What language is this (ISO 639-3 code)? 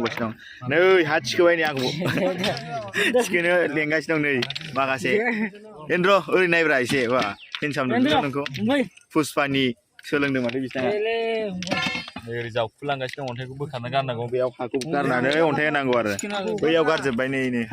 brx